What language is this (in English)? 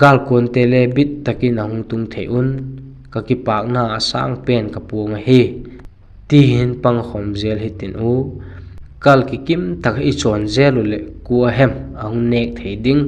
Vaiphei